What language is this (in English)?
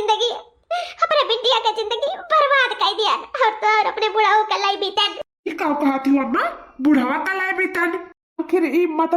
Awadhi